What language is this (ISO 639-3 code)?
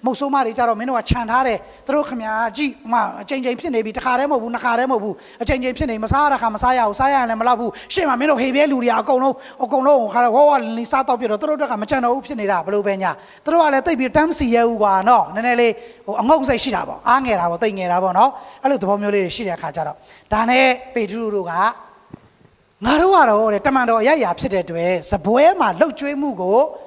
mya